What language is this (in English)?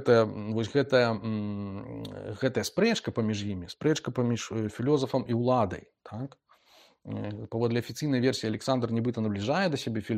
Belarusian